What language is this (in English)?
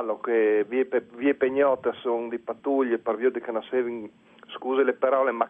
Friulian